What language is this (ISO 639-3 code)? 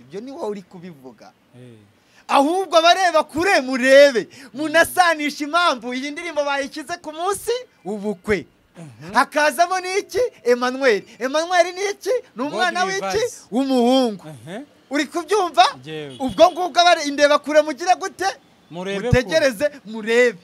kin